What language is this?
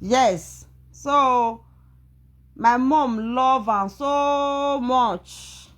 Nigerian Pidgin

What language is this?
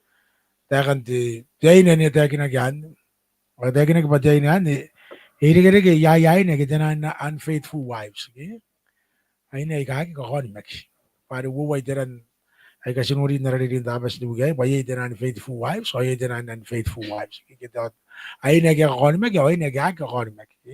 Gilbertese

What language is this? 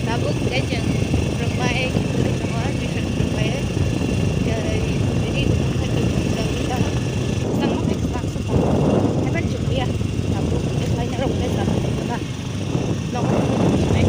Kok Borok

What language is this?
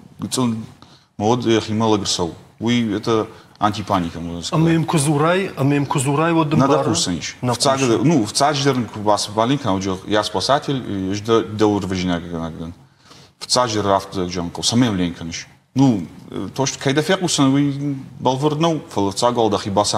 Ossetic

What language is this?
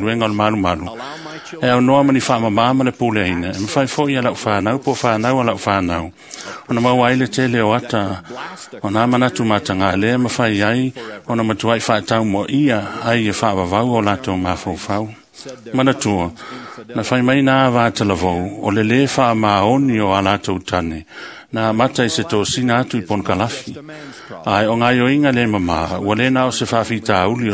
Samoan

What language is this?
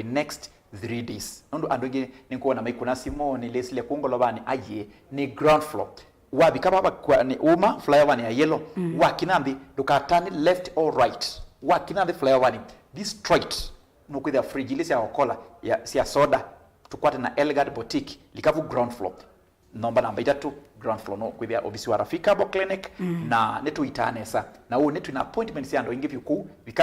Kamba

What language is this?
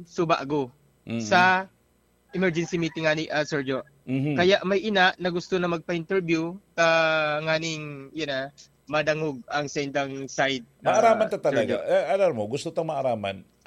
Bikol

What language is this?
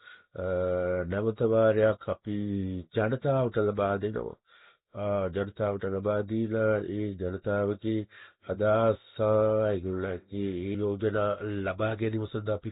Sinhala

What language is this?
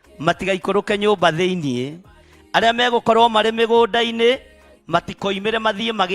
Kikuyu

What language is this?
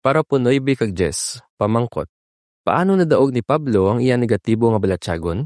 Hiligaynon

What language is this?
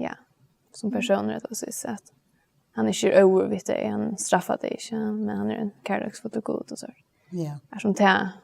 Faroese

